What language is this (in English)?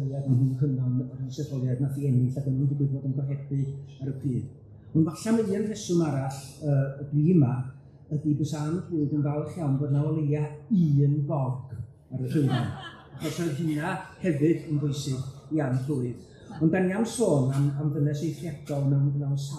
Welsh